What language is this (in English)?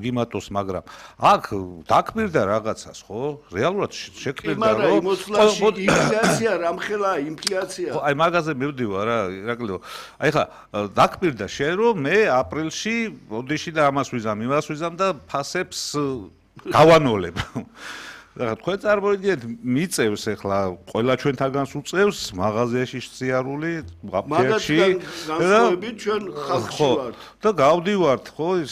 Georgian